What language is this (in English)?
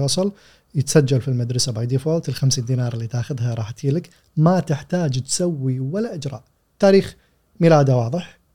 Gulf Arabic